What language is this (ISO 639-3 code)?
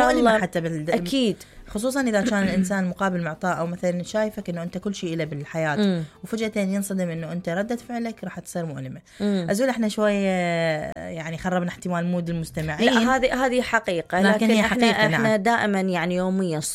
acm